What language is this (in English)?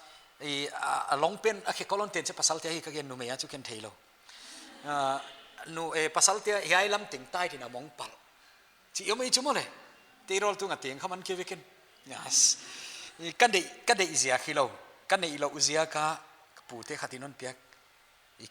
Paite Chin